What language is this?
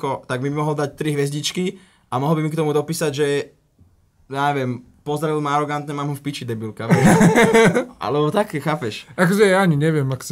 Slovak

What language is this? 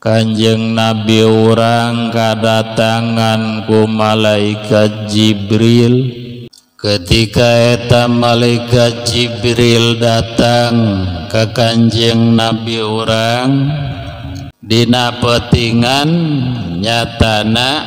Sundanese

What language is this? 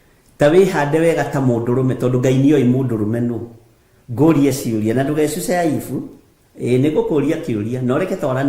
Kikuyu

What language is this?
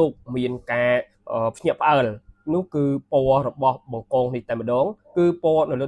Khmer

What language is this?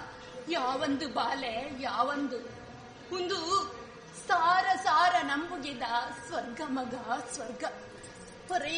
Tulu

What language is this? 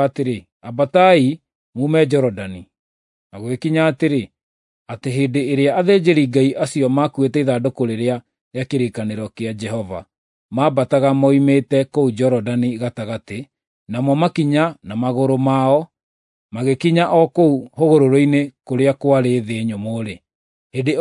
Kikuyu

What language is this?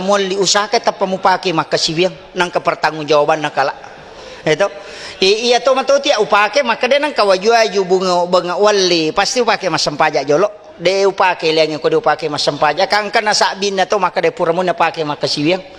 Buginese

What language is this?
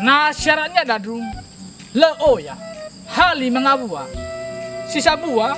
Nias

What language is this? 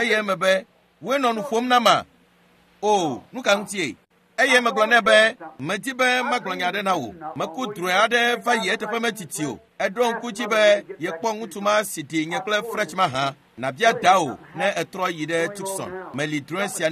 Ewe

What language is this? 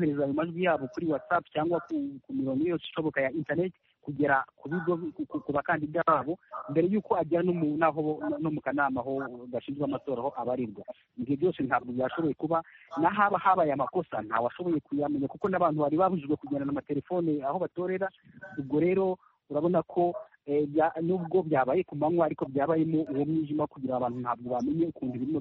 Kinyarwanda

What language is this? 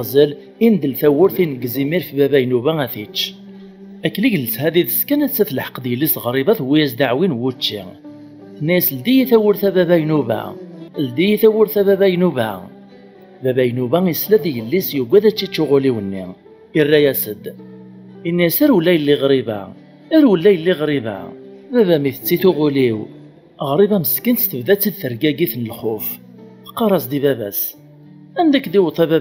Kabyle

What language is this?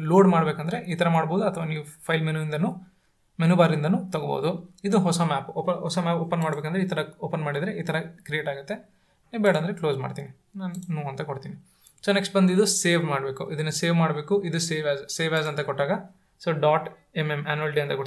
Kannada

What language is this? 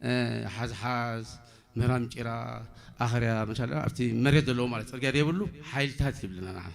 Tigrinya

